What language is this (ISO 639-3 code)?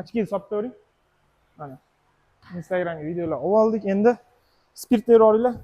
uzb